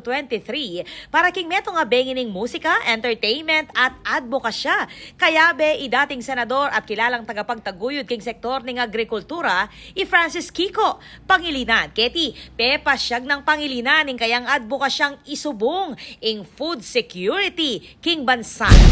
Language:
Pampanga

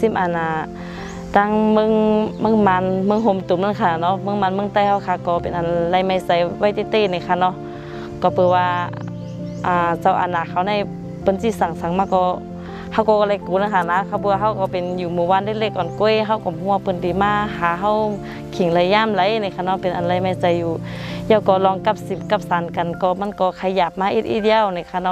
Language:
Shan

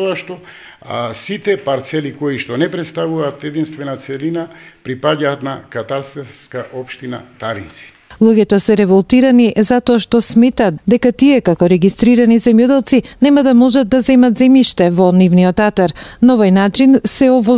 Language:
Macedonian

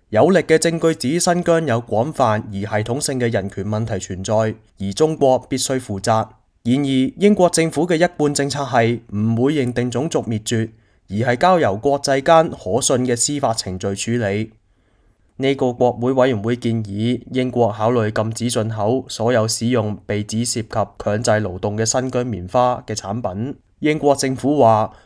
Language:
Cantonese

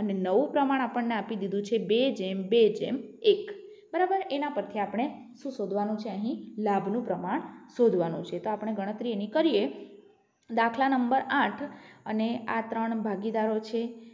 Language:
Gujarati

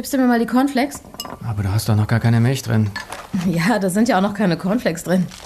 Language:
German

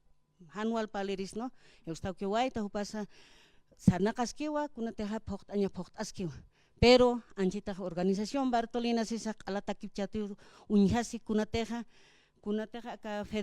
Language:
Aymara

